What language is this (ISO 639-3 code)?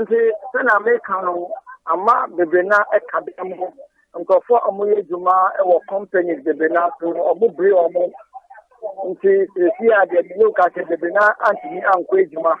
aka